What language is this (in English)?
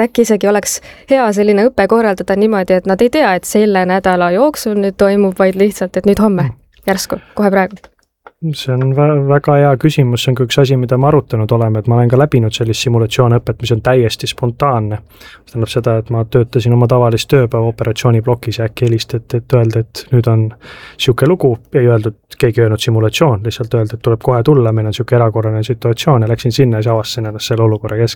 Estonian